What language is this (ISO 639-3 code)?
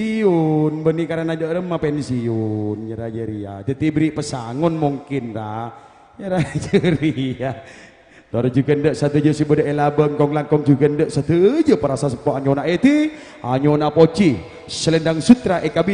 mad